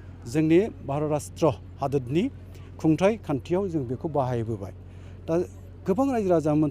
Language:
Bodo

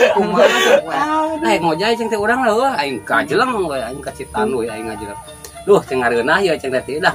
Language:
Sundanese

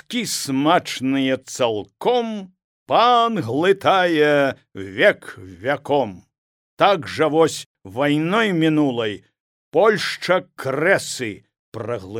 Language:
Belarusian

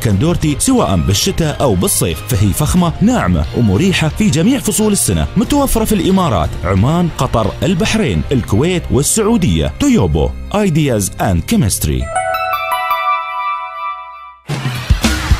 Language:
Arabic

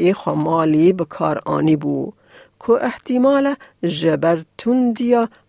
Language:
Kurdish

